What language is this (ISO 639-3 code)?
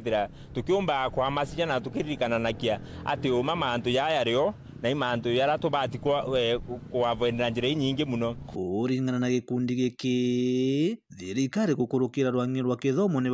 mer